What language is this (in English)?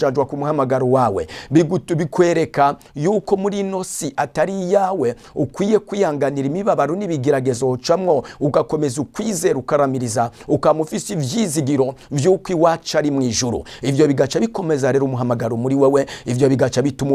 Rundi